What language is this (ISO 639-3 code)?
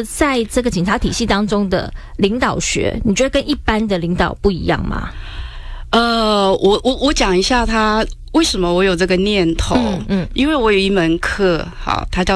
zho